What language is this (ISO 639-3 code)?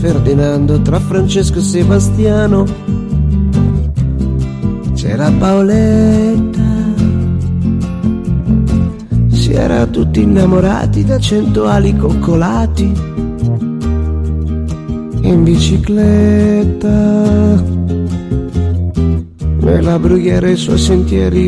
ita